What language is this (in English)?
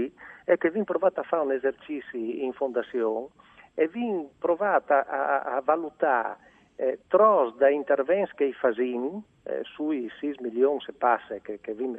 Friulian